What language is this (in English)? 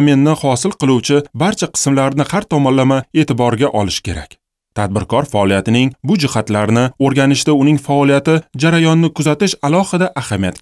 Uzbek